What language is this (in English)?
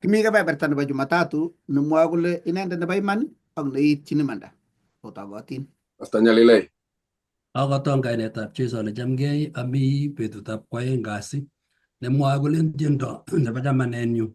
Kalenjin